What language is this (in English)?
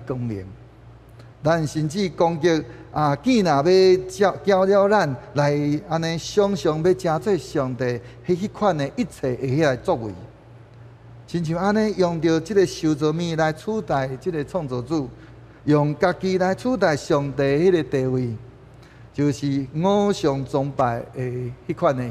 Min Nan Chinese